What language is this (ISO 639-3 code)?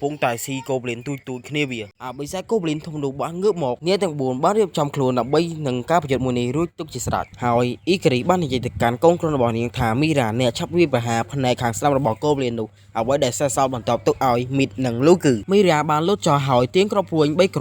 khm